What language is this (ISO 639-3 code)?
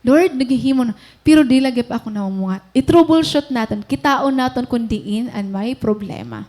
war